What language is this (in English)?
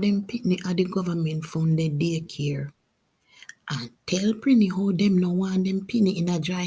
Jamaican Creole English